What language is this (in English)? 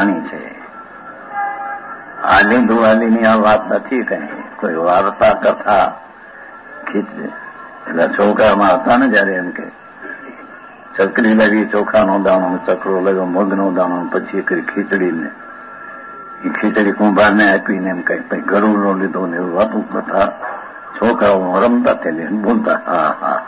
Gujarati